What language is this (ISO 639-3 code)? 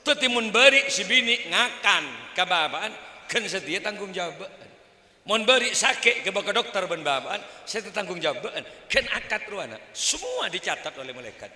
mad